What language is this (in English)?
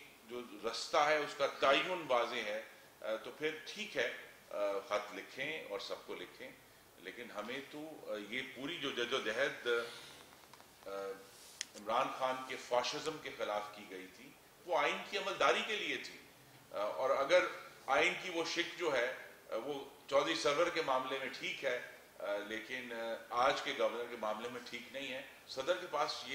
Urdu